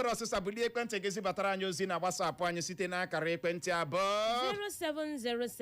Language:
Igbo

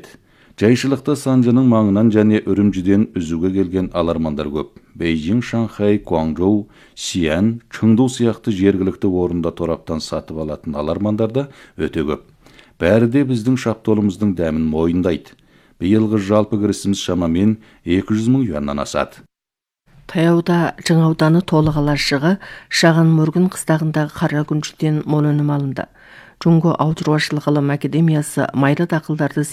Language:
Kazakh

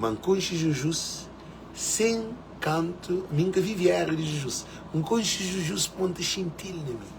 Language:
Kabuverdianu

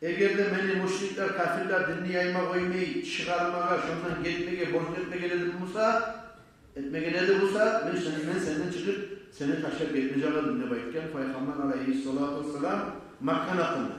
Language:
Kumyk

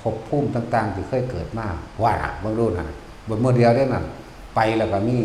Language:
Northeastern Thai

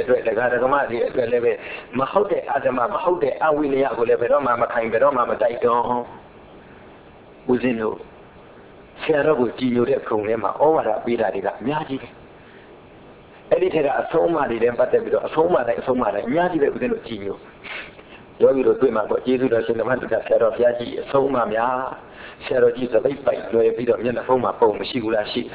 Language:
Burmese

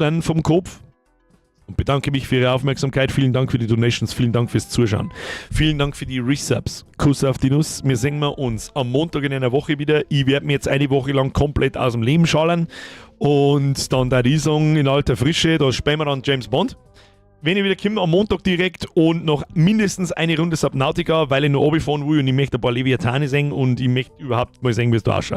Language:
Bavarian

